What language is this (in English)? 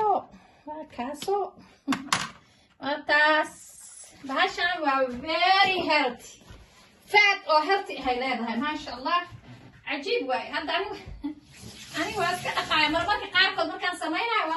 Somali